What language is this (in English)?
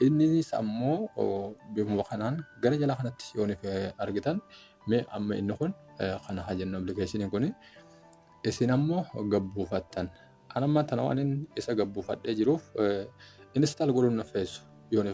Oromo